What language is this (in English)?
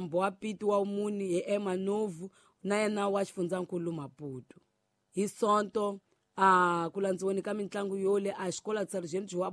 Tsonga